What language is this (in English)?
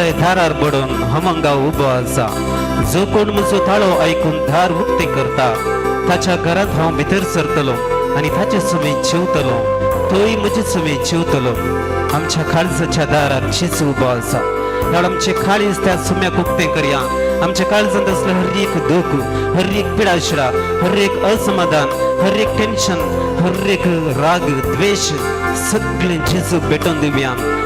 Konkani